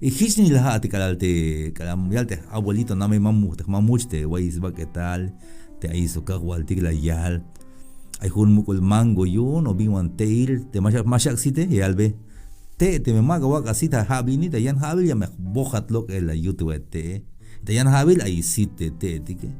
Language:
Tzeltal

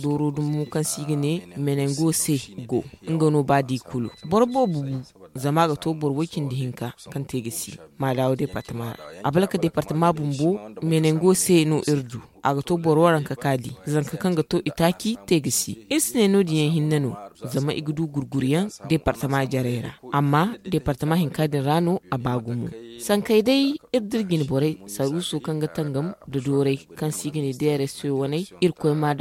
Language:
Zarma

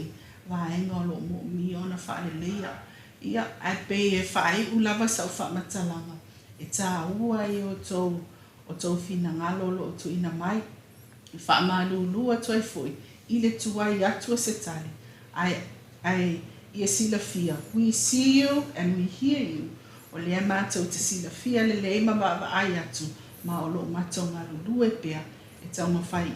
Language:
Samoan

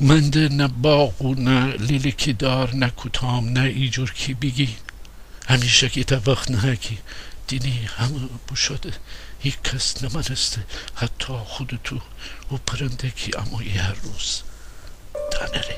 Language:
Gilaki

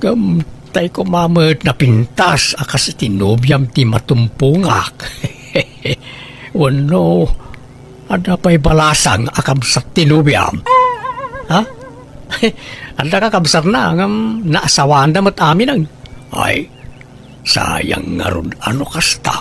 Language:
Iloko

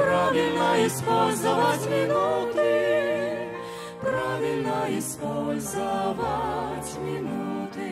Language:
Russian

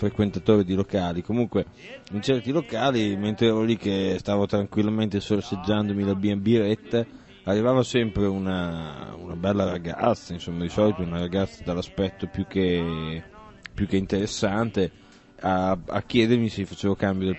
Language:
Italian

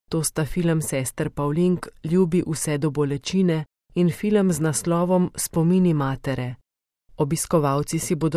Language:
Slovenian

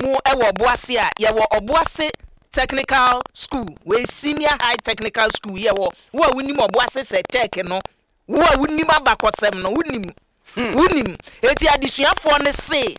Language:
Akan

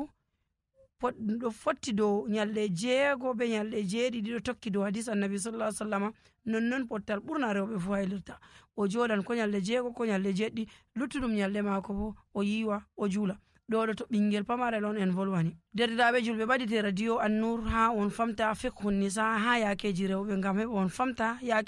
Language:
Nigerian Fulfulde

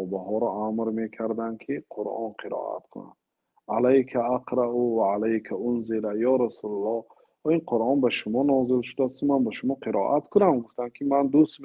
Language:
Tajik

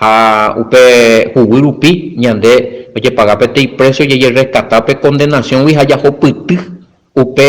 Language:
Guarani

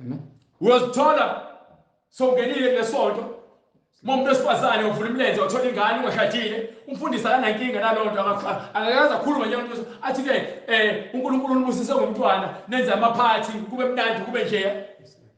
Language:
Zulu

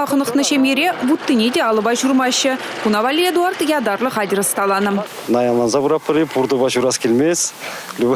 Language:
Chuvash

